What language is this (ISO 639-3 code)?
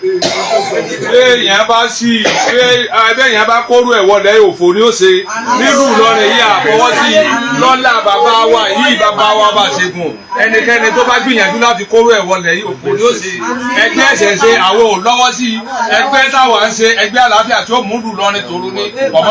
yor